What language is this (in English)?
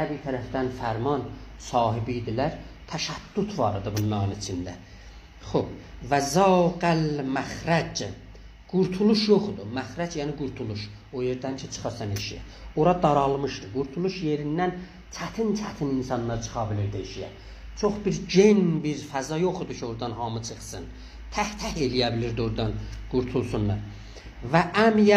South Azerbaijani